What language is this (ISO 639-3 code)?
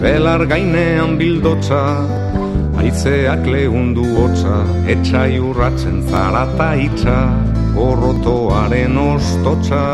eus